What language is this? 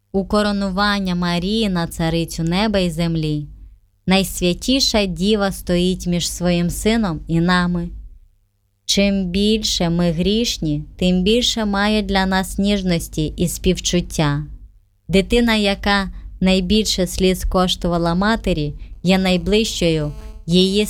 Ukrainian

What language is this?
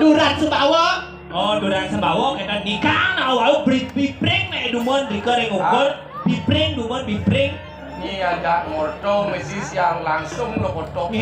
Balinese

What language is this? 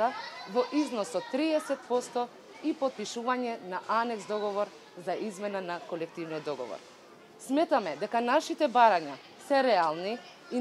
Macedonian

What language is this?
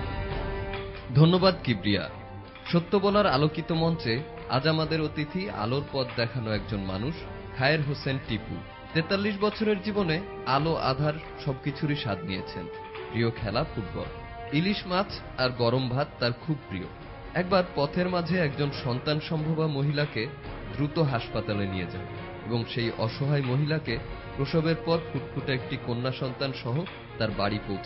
Bangla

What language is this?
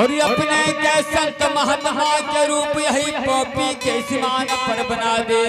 Angika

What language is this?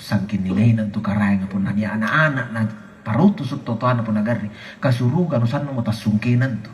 Makasar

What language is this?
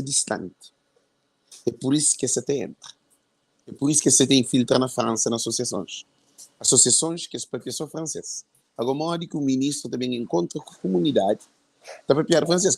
Kabuverdianu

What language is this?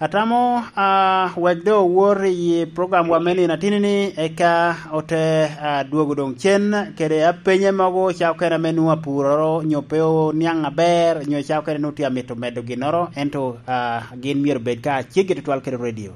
Lango (Uganda)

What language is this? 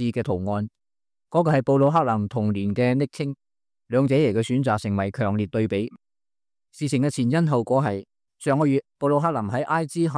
Cantonese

